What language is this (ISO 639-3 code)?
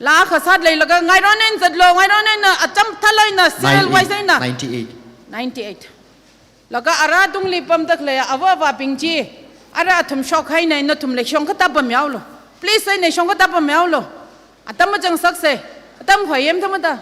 nmf